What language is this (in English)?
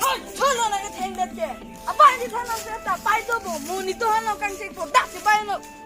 Karbi